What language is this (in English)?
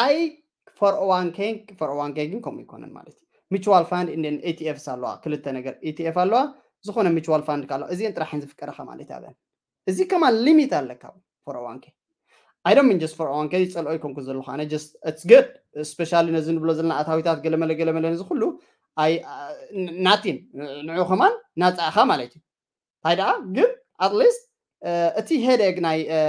Tigrinya